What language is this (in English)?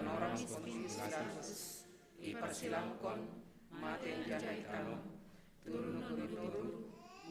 Batak Simalungun